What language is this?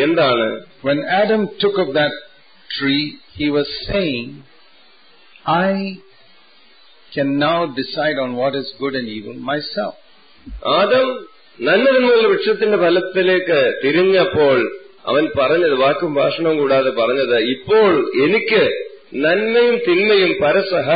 Malayalam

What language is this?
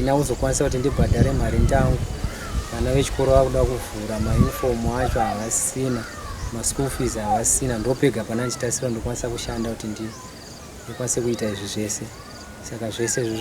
Shona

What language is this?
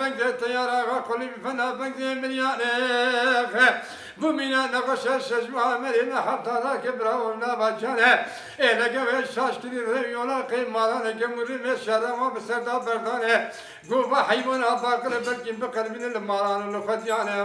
Kurdish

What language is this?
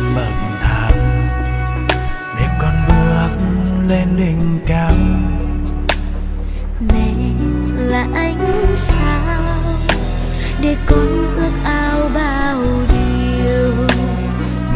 Vietnamese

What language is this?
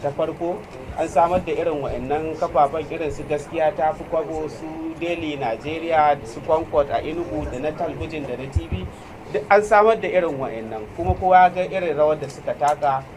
Hausa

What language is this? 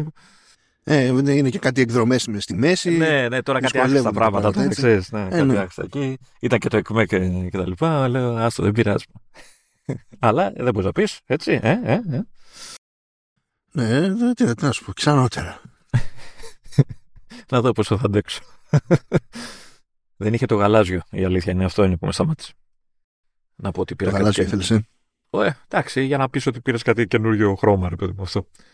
Greek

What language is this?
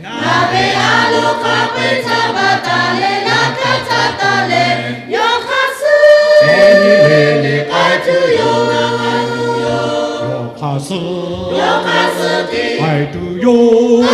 Lahu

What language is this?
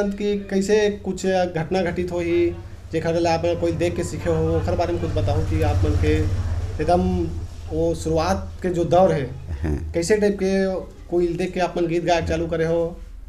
Chhattisgarhi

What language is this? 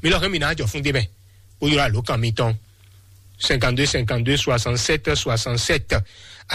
Fon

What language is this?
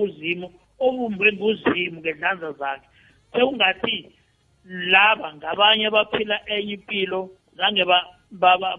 South Ndebele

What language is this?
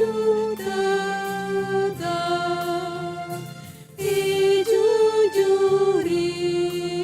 Batak Karo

